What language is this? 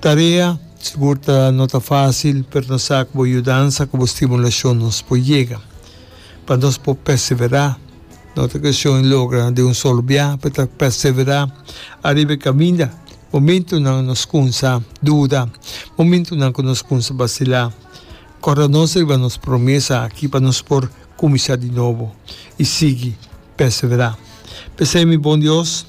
Papiamento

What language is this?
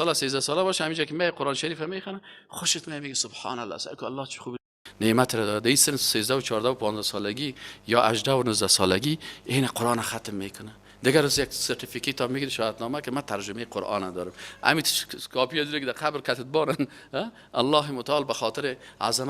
Persian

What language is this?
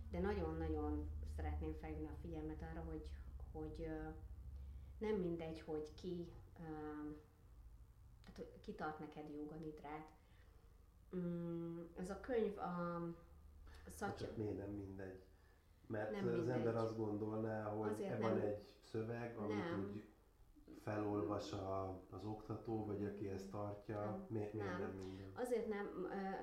Hungarian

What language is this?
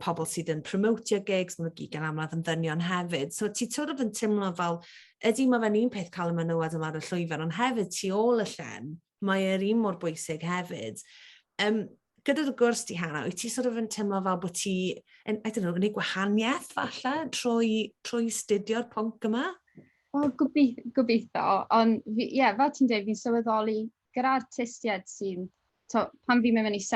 Welsh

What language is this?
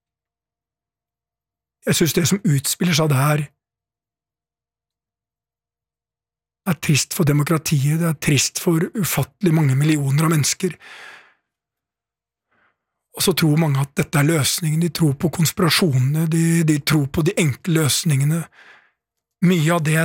Norwegian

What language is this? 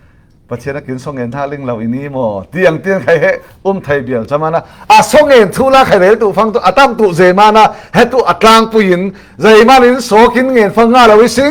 Falam Chin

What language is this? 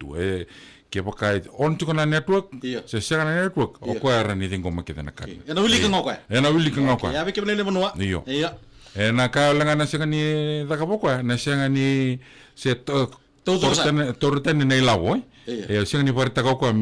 Fijian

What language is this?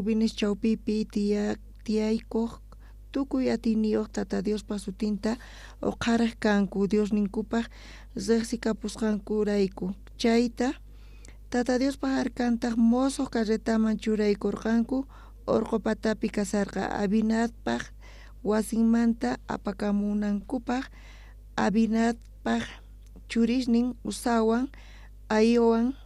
South Bolivian Quechua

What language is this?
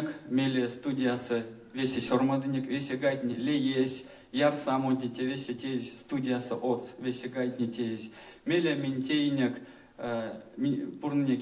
Erzya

